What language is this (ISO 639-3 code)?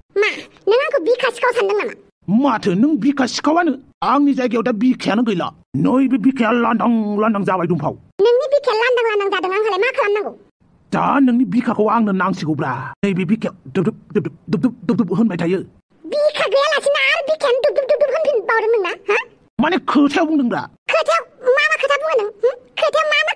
brx